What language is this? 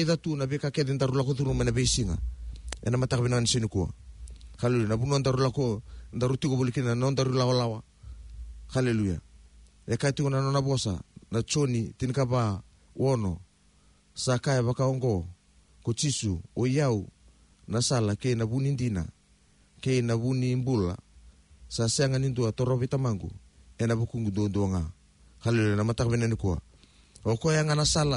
Fijian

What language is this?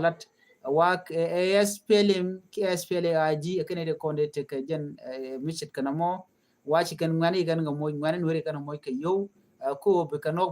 Nuer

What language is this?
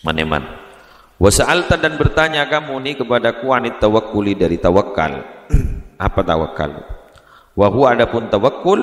Madurese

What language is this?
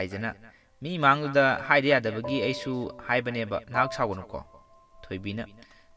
Manipuri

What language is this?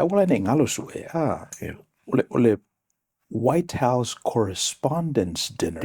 Samoan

